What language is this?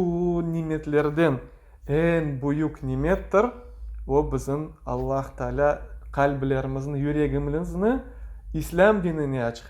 Crimean Tatar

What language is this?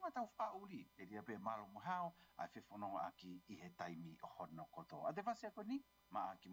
Tongan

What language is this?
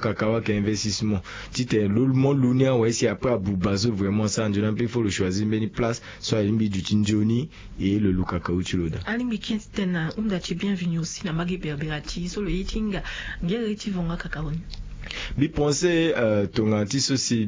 Sango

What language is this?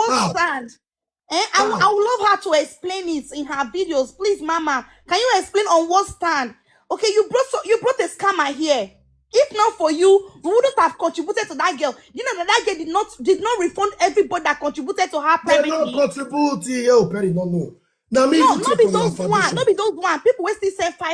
Nigerian Pidgin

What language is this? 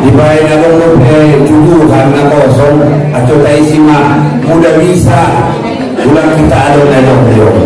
Batak Angkola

